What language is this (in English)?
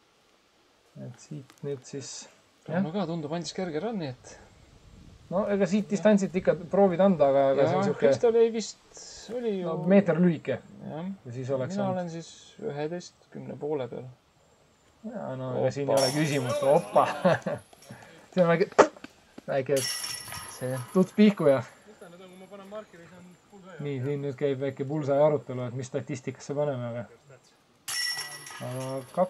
Estonian